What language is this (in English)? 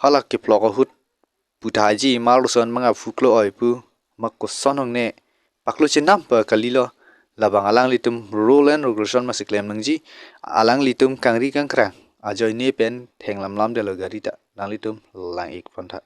Karbi